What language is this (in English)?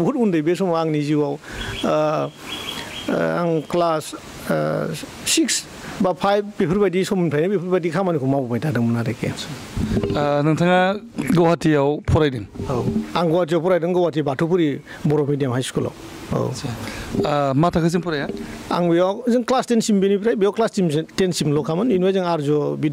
Bodo